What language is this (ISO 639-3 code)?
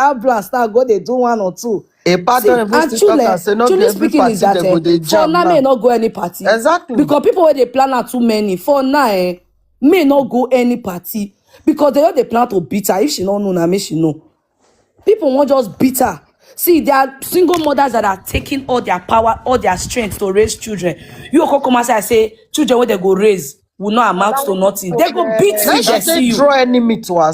pcm